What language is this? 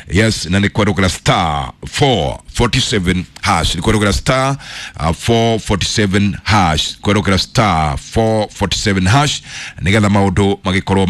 Kikuyu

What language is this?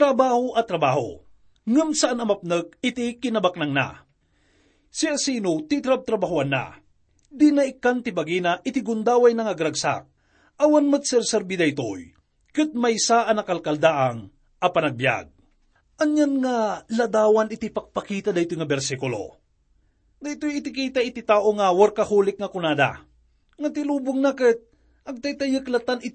Iloko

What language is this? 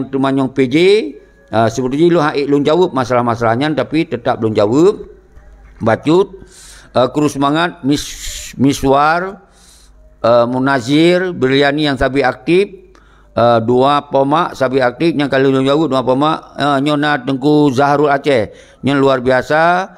Achinese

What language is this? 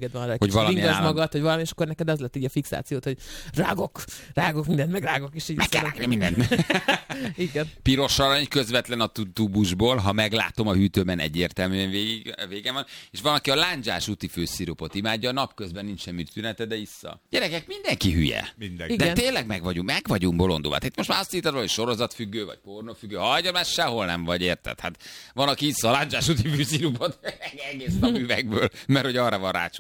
Hungarian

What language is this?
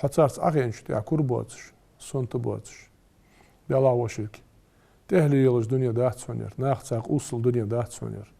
Ingush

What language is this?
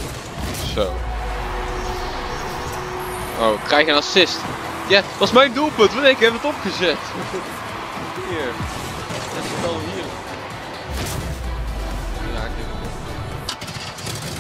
Dutch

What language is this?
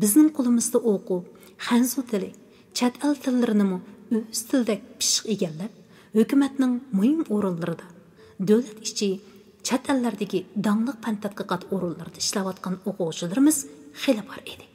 Uyghur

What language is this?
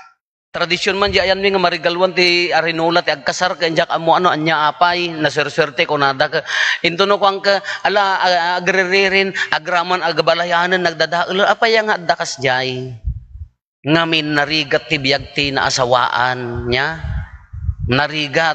Iloko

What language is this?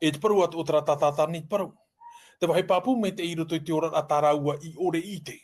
Tahitian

